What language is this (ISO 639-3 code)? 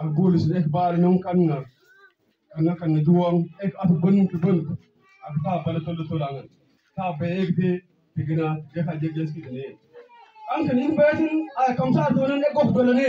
mfz